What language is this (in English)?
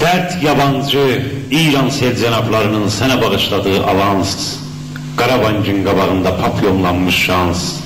South Azerbaijani